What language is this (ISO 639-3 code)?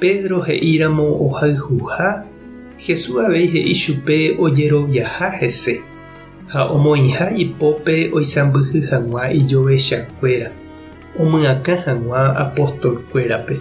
grn